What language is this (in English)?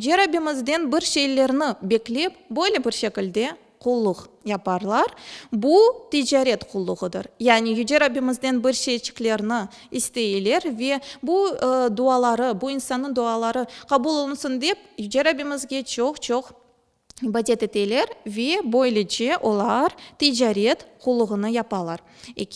Crimean Tatar